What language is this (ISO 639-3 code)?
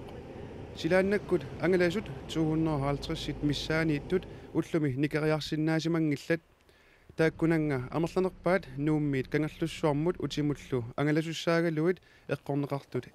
kal